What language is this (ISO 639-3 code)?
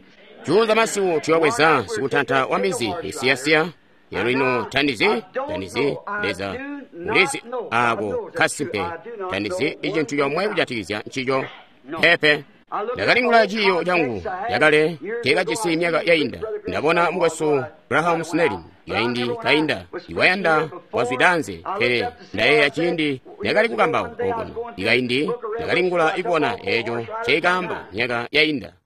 toi